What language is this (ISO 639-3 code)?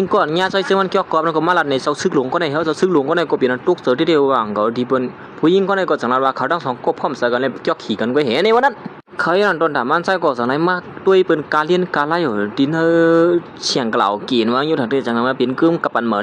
shn